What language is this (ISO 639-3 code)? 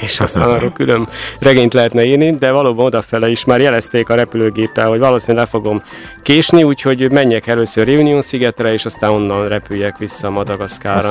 hun